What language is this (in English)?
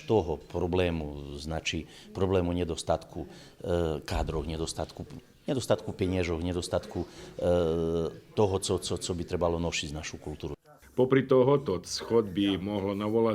Rusyn